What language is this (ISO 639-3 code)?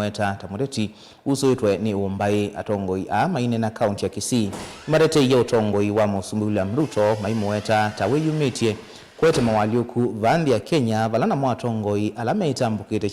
kam